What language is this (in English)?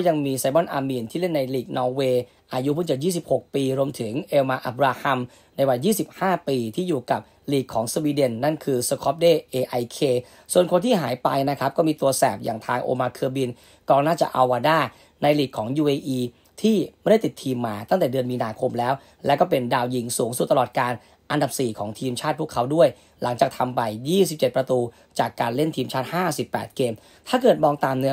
Thai